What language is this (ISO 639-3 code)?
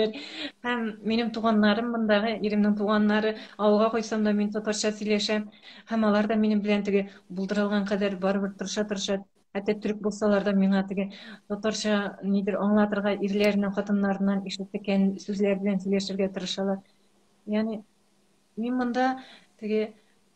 tat